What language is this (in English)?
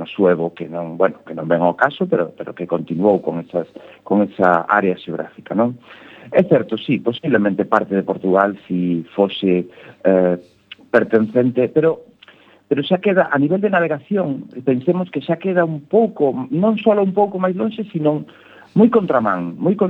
Galician